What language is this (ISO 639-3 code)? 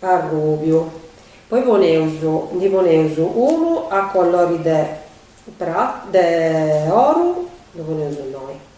srd